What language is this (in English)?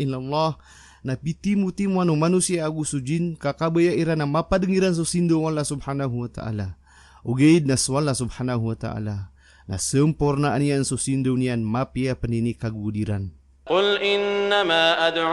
Maranao